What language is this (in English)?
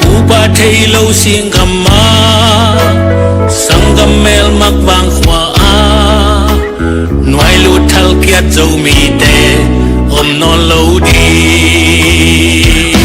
Tedim Chin